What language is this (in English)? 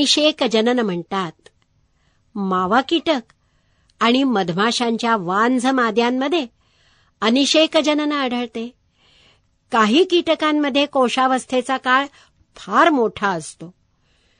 Marathi